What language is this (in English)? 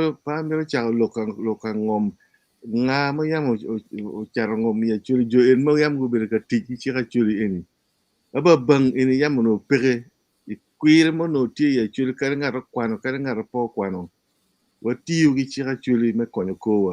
Acoli